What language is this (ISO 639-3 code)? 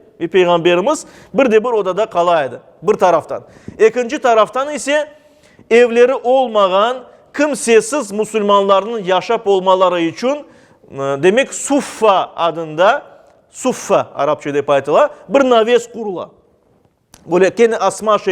crh